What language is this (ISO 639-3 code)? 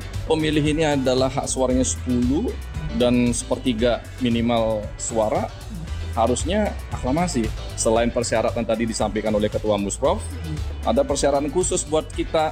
ind